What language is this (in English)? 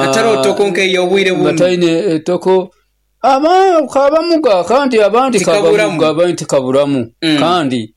Nyoro